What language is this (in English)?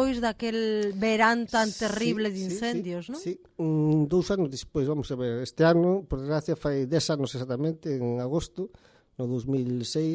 Galician